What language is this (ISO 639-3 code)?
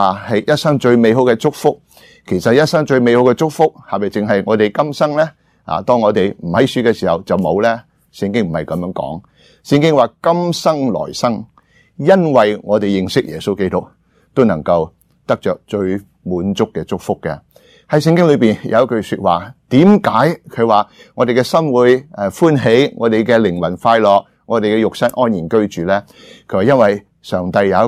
yue